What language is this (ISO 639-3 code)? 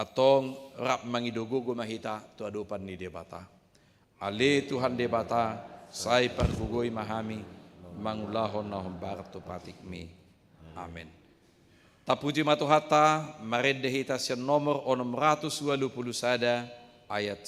bbc